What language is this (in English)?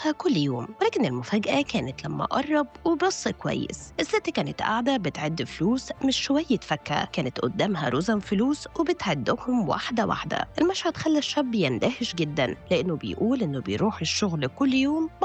Egyptian Arabic